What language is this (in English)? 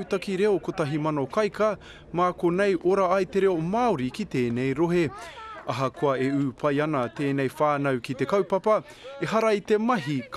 Māori